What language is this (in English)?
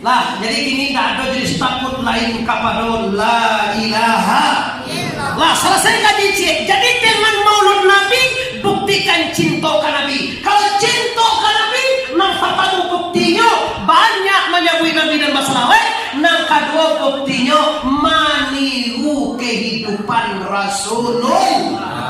Minangkabau